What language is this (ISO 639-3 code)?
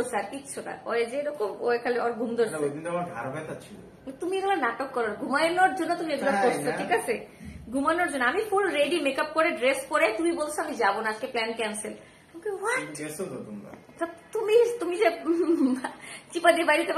ben